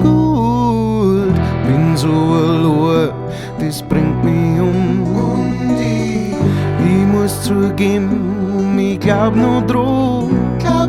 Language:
Bavarian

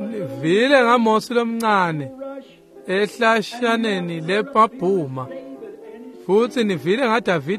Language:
Swati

